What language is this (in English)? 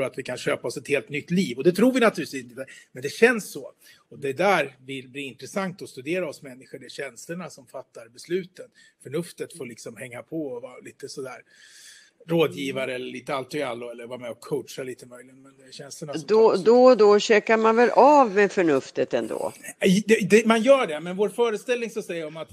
Swedish